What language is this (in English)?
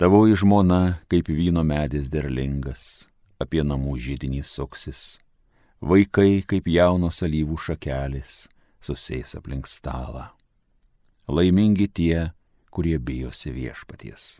Lithuanian